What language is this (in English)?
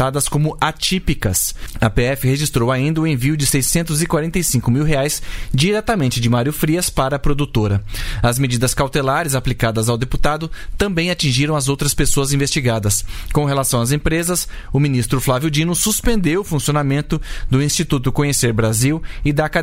Portuguese